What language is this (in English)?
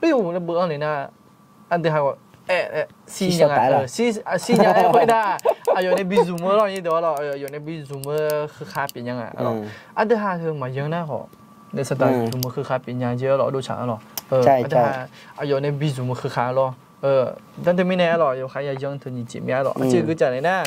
Akha